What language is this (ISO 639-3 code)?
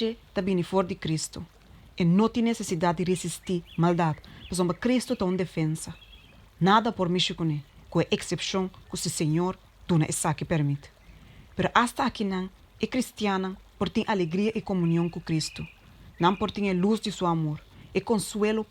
pap